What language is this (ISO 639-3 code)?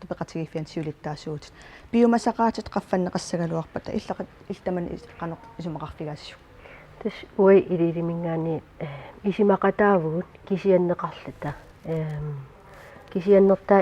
kal